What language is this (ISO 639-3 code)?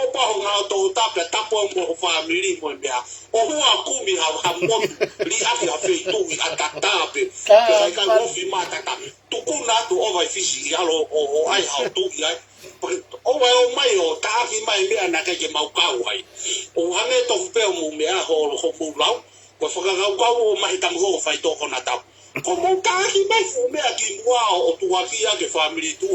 ton